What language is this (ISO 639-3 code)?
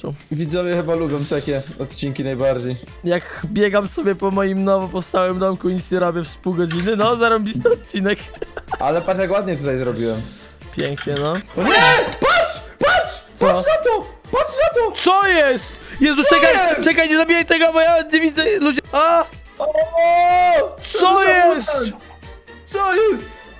pol